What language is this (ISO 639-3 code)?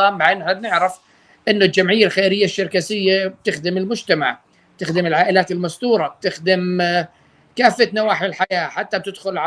apc